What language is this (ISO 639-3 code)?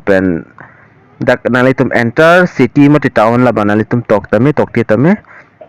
mjw